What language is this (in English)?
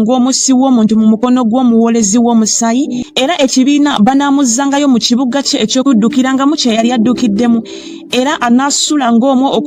Ganda